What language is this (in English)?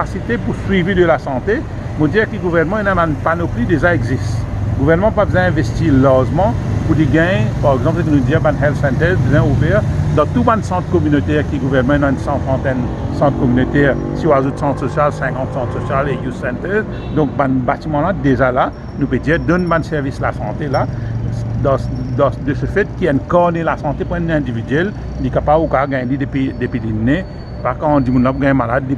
Morisyen